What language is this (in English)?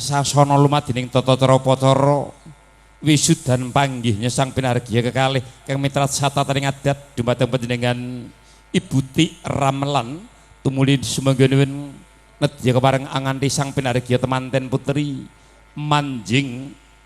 Javanese